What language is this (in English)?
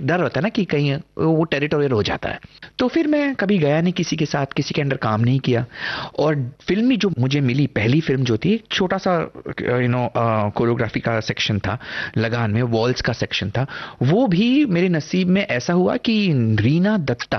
Hindi